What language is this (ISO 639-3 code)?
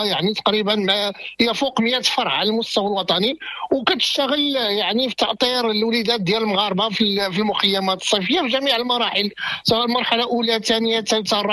ary